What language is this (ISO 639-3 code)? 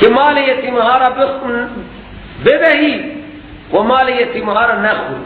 fas